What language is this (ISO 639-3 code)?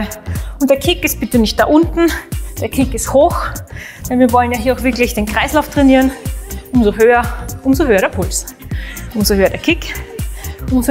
deu